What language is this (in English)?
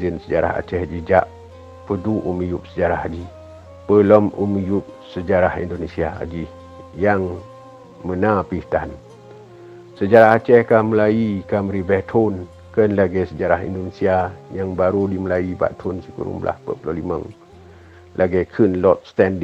Achinese